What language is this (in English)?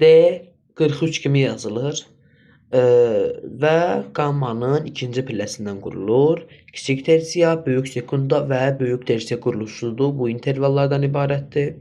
Azerbaijani